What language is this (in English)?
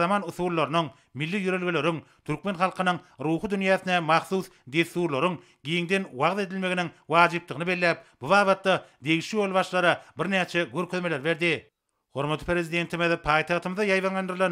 Turkmen